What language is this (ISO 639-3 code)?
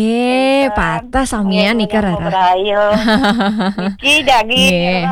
ban